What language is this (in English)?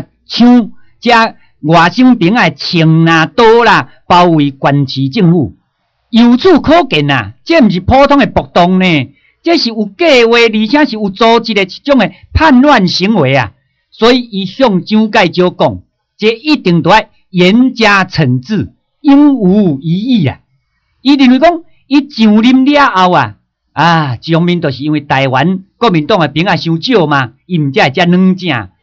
Min Nan Chinese